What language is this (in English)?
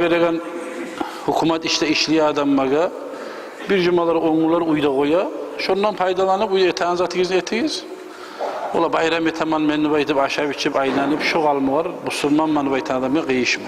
Kumyk